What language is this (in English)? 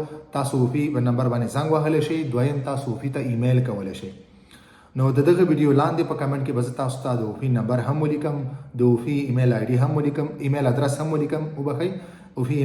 Pashto